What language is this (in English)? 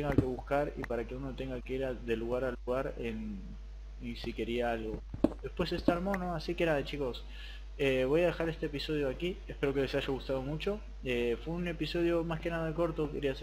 Spanish